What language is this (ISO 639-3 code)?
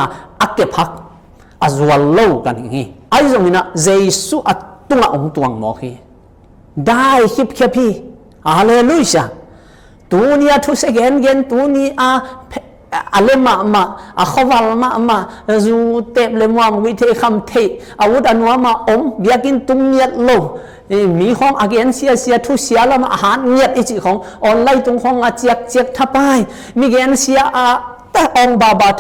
ctd